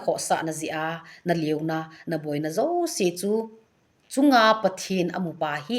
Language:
Thado Chin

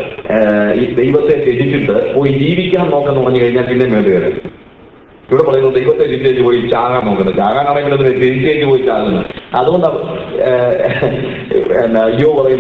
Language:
Malayalam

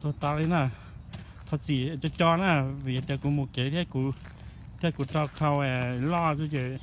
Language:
Hmong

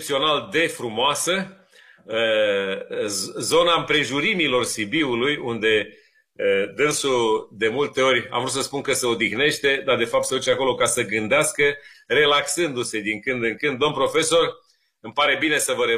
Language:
Romanian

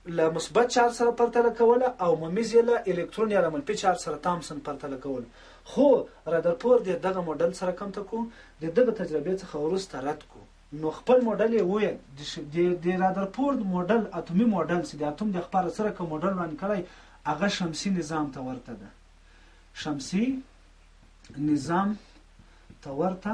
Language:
Pashto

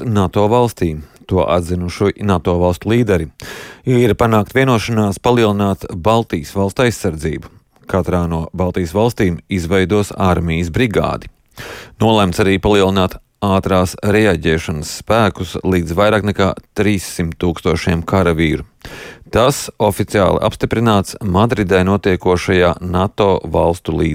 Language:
Latvian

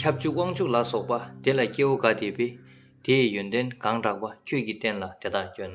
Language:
Tibetan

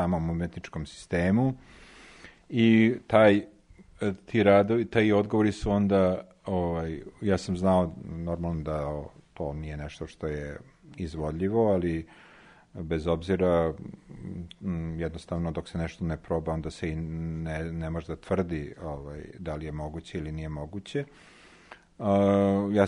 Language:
Serbian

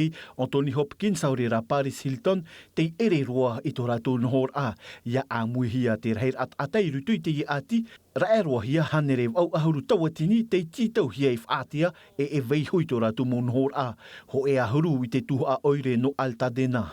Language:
Tahitian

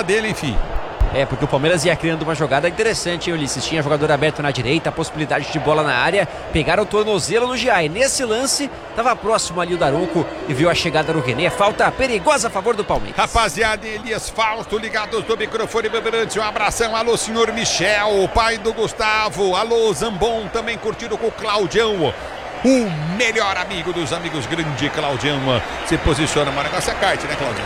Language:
Portuguese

